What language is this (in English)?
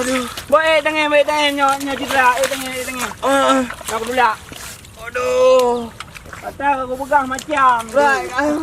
Achinese